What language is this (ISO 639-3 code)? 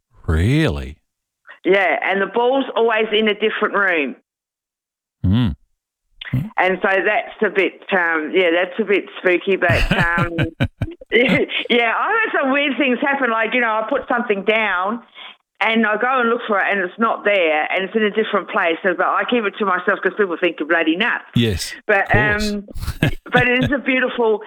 eng